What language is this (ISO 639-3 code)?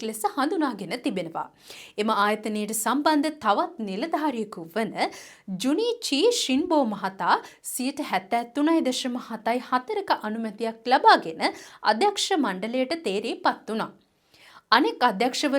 sin